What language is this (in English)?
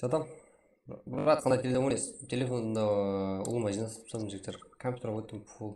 Kara-Kalpak